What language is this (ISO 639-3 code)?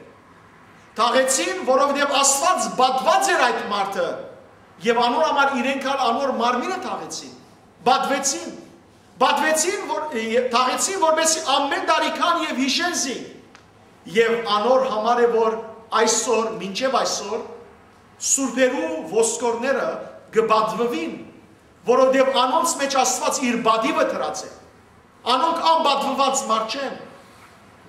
hyw